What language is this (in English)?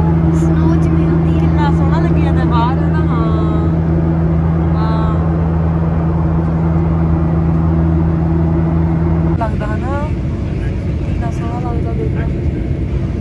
Punjabi